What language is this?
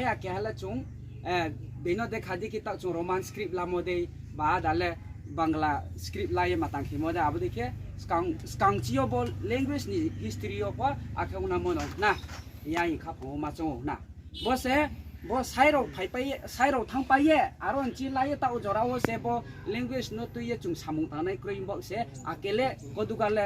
Riang (India)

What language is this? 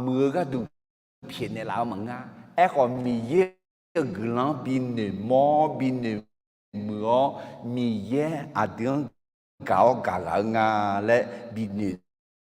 Akha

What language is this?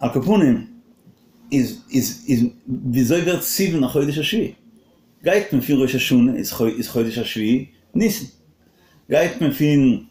Yiddish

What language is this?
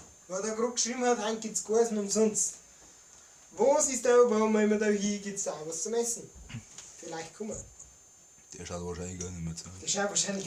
Bavarian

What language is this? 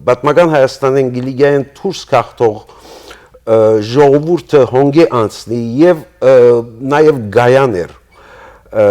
Western Armenian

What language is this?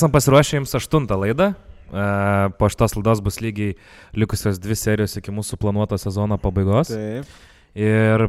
Lithuanian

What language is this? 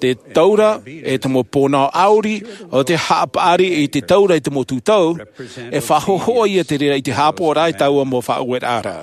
Tahitian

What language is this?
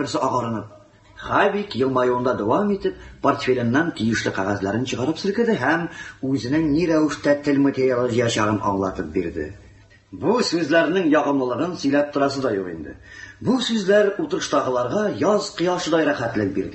Tatar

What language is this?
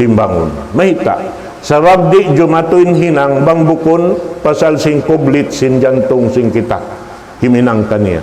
Tausug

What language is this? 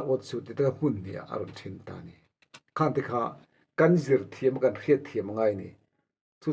Mizo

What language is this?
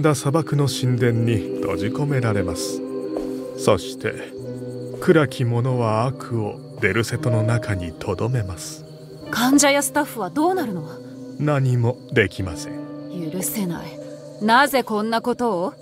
Japanese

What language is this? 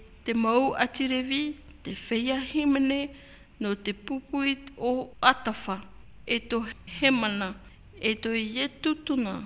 Tahitian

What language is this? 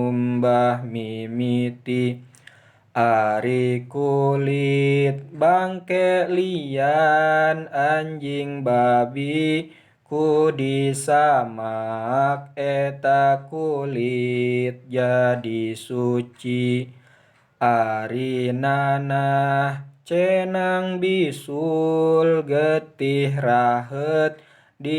Sundanese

